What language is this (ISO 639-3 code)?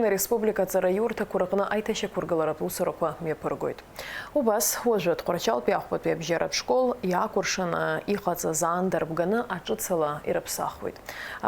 abk